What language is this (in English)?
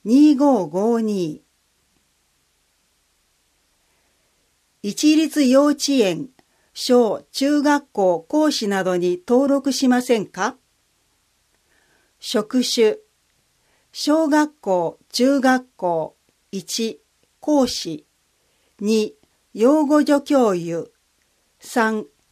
Japanese